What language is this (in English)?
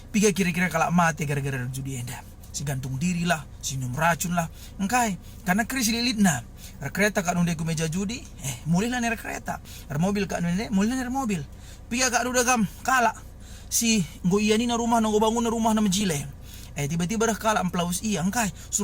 Batak Karo